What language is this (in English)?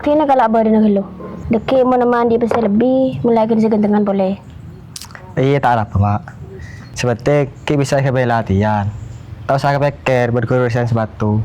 Madurese